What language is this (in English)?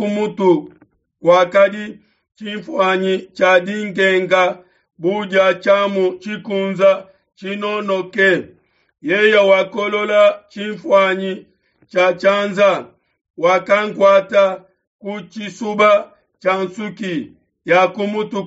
Luba-Lulua